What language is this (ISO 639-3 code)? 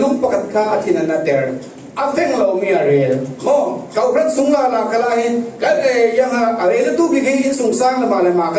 cfm